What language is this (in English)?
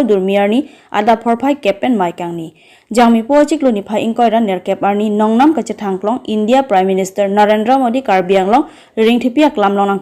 Karbi